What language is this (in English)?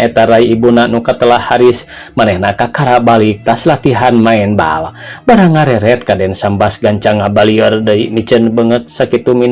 Sundanese